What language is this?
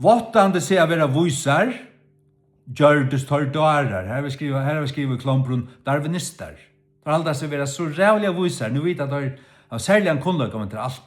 Faroese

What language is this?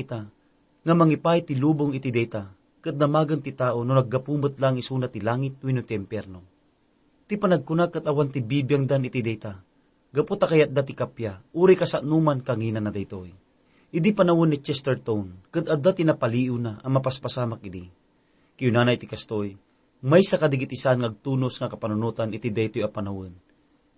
Iloko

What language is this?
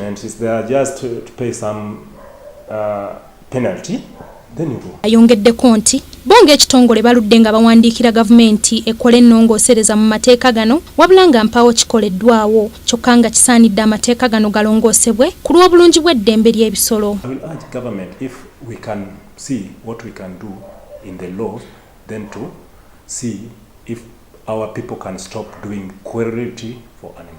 Ganda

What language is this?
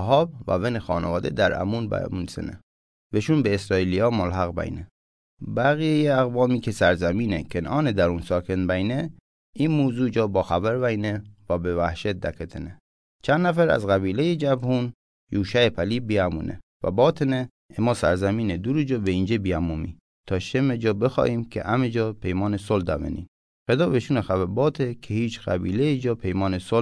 Mazanderani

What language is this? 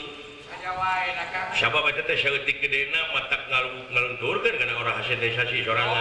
Sundanese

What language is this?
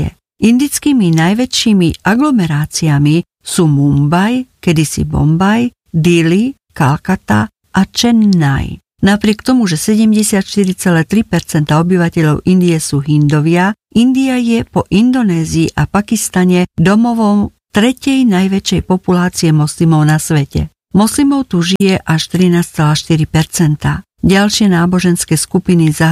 Slovak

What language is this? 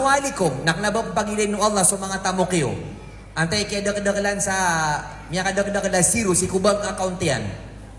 Maranao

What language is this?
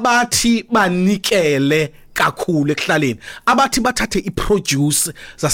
Xhosa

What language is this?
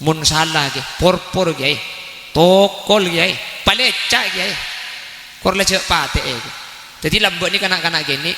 Madurese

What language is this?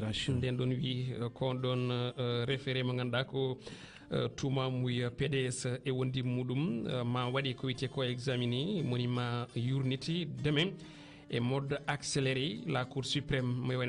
Fula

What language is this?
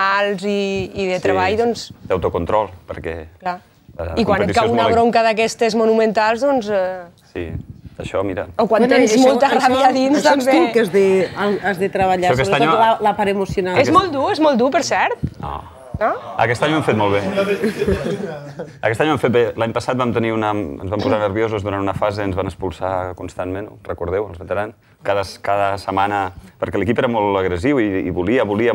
Catalan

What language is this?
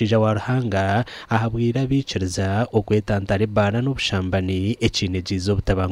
Nyankole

